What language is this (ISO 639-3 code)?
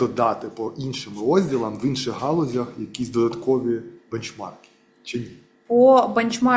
ukr